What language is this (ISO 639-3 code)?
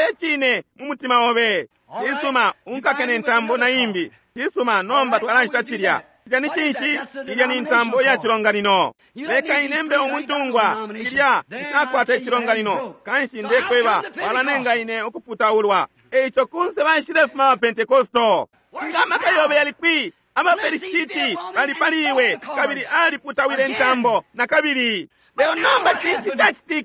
bem